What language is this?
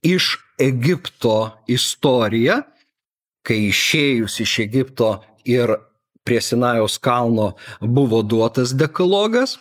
Lithuanian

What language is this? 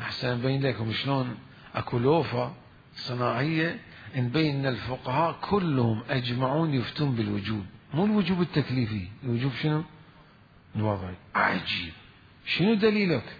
Mesopotamian Arabic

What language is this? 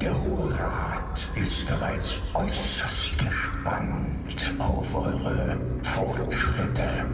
Bavarian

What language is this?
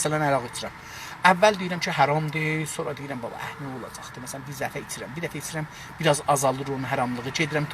South Azerbaijani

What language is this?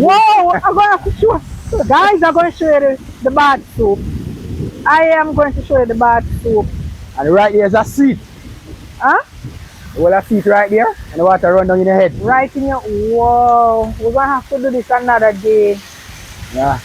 Jamaican Creole English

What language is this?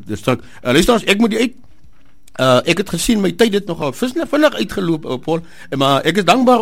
Afrikaans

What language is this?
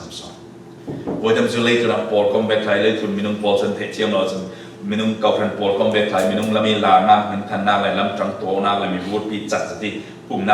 Falam Chin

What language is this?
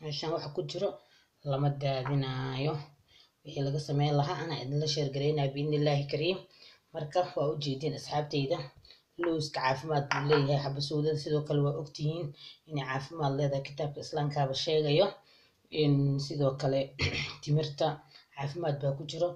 Somali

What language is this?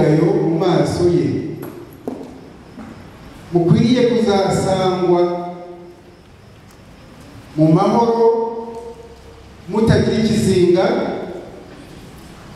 Kinyarwanda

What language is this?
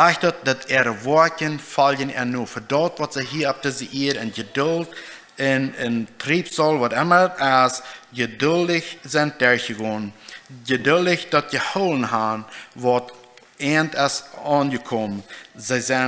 Plautdietsch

